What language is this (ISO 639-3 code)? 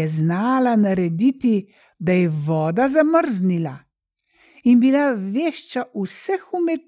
slv